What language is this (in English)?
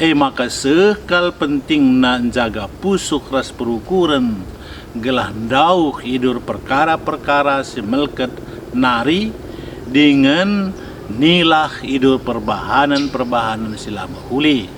Batak Karo